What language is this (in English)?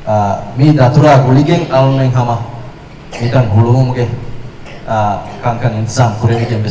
Divehi